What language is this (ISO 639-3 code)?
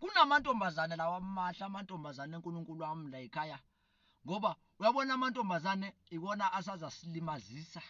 zul